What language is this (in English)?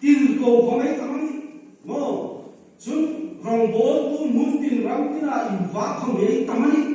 Hmar